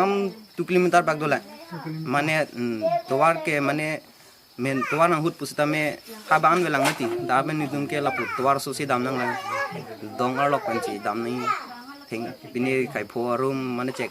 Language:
Karbi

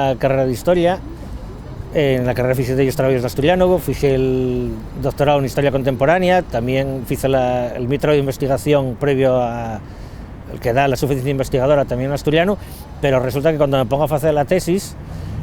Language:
Asturian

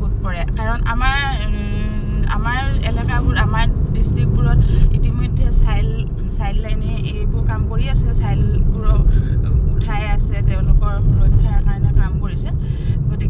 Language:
Assamese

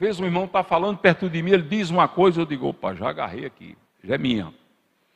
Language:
Portuguese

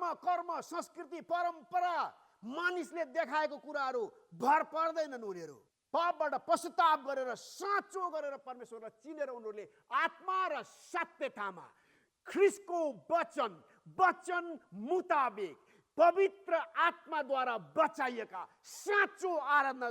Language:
Nepali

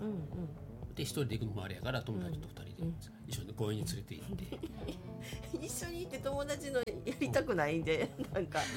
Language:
Japanese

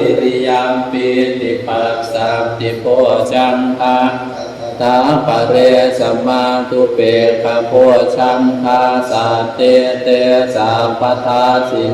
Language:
Pali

